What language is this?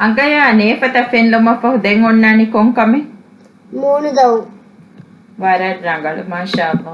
Divehi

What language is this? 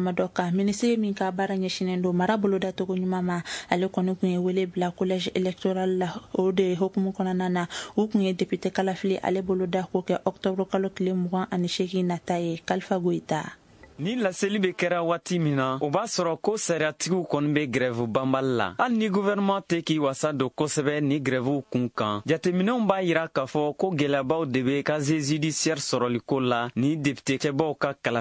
Bambara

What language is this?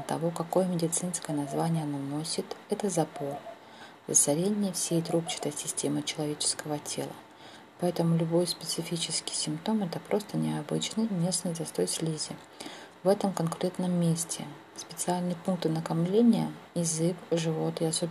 Russian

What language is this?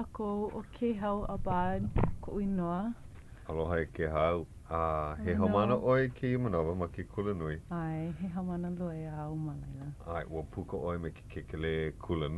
Hawaiian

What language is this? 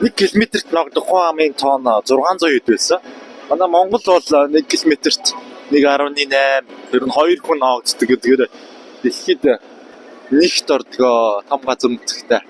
Mongolian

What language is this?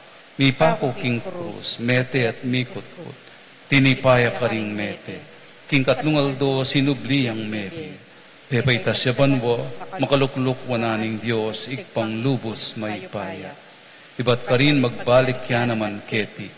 Pampanga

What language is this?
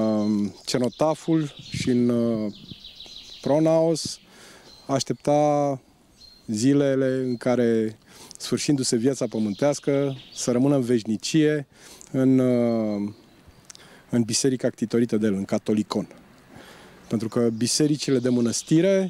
Romanian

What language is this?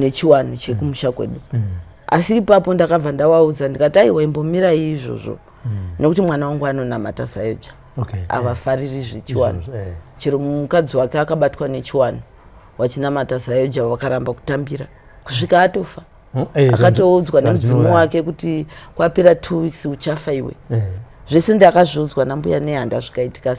Shona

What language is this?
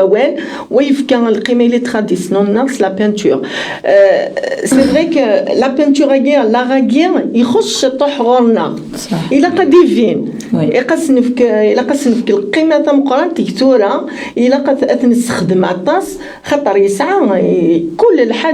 Kabyle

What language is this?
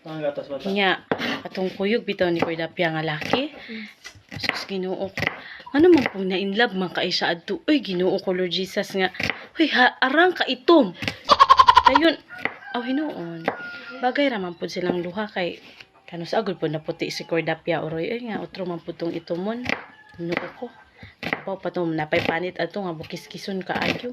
Cebuano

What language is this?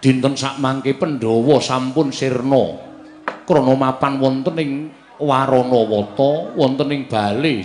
Javanese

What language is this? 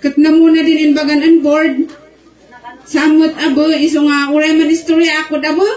Kankanaey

